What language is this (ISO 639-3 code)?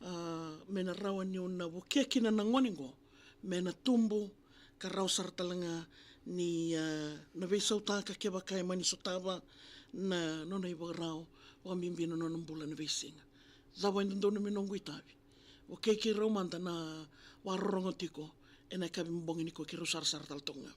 fij